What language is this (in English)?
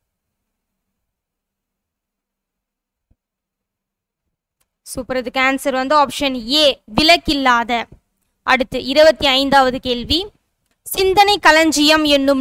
Tamil